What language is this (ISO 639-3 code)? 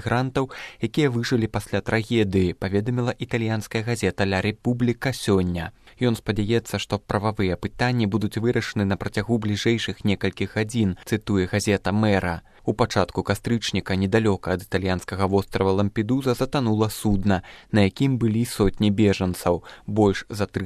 bel